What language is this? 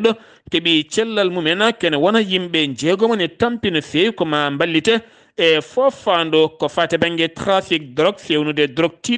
Fula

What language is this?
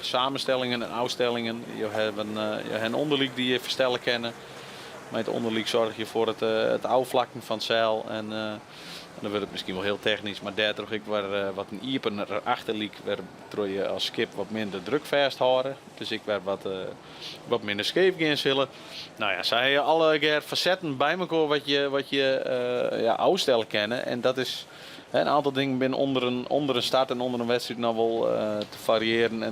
Western Frisian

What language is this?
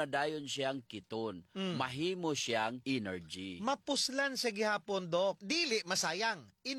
Cebuano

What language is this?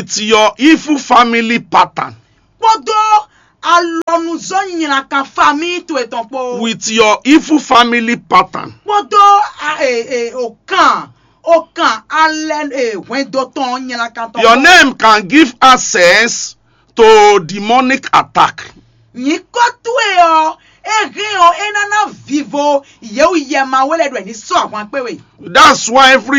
Fon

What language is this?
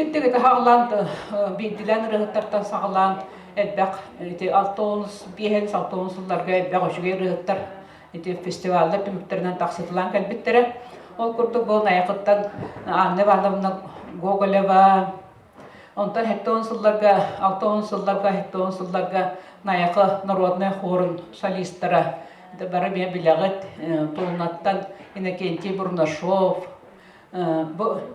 Yakut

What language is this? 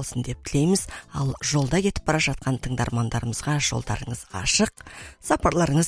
Kazakh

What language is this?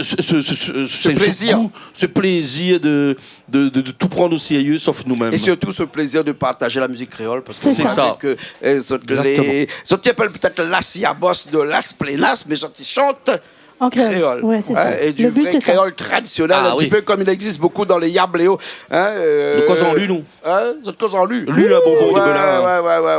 Réunion Creole French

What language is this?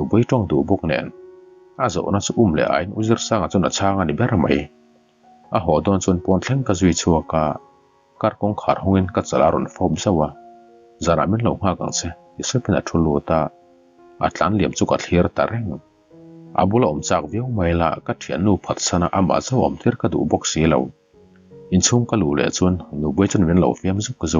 Mizo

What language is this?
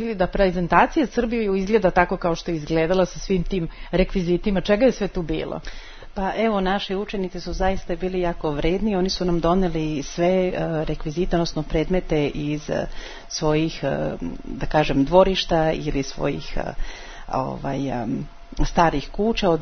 Serbian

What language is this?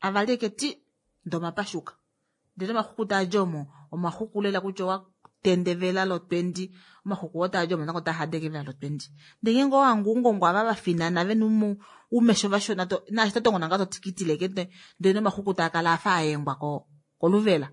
Kuanyama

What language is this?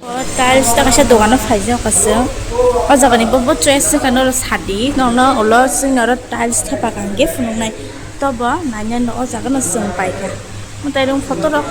Kok Borok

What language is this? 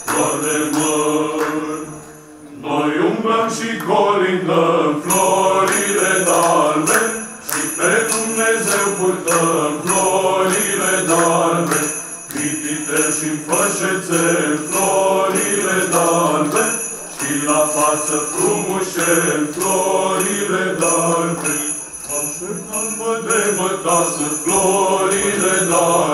Romanian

